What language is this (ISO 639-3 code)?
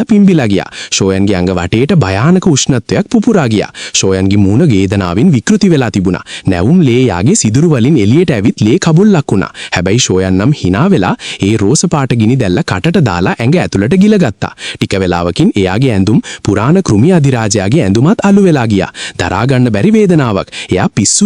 sin